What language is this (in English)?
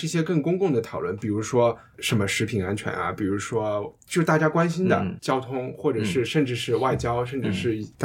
Chinese